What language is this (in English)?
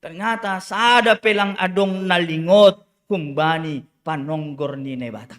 Batak Simalungun